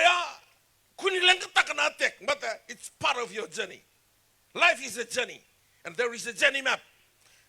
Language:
Fijian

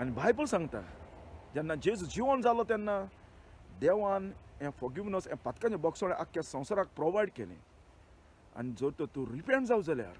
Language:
Konkani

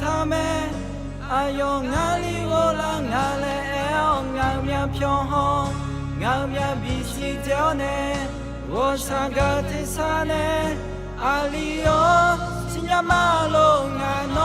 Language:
Akha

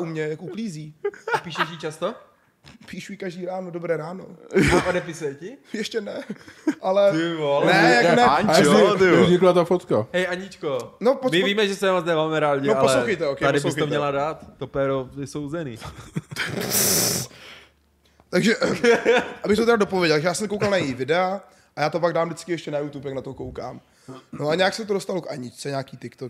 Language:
Czech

